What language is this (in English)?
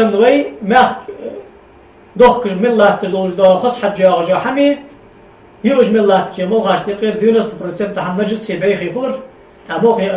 Ingush